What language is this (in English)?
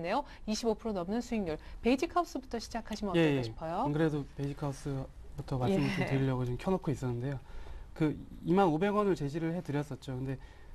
Korean